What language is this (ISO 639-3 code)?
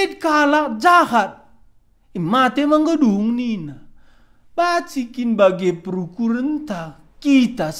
btx